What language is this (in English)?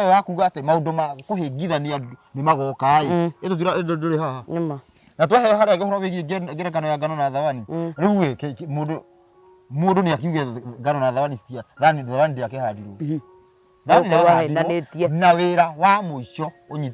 Kikuyu